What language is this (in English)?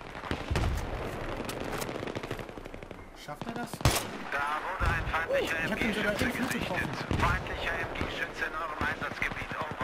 German